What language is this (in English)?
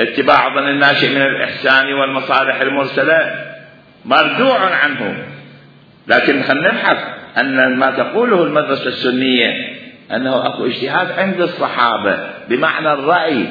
Mesopotamian Arabic